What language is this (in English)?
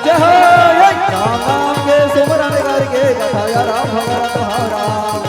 Chhattisgarhi